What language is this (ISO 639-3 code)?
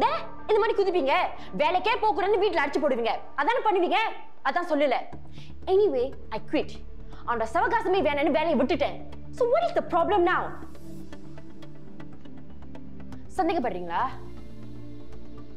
tam